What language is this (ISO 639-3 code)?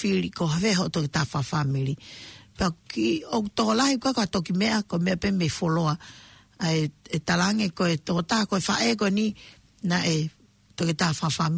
ton